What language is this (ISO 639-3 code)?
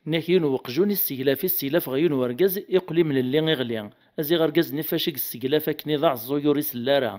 kab